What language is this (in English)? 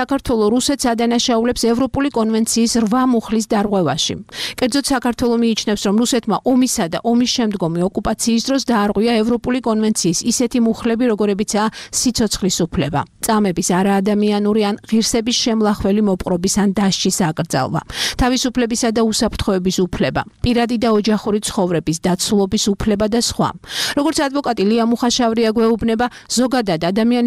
Georgian